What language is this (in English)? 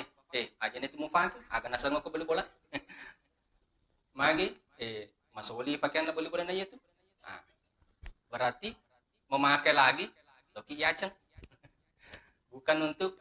Buginese